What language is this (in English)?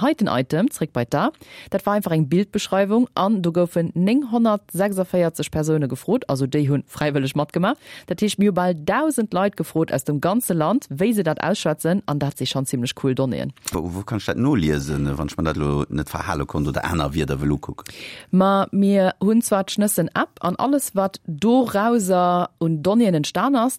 Luxembourgish